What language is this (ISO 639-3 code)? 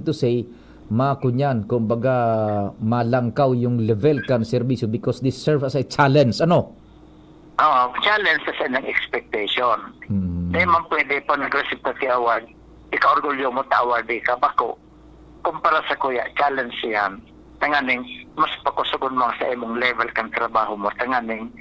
bik